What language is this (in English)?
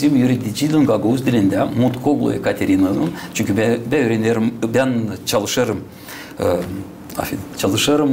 Gagauz